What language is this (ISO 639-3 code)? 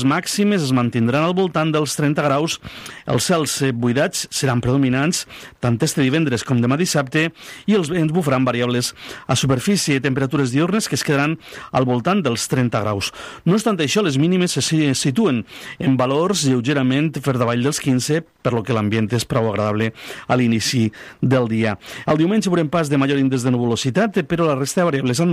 cat